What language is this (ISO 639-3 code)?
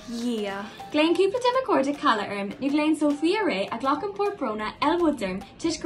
gle